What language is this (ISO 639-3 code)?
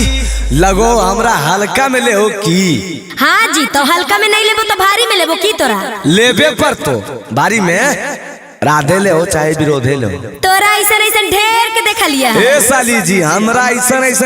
mag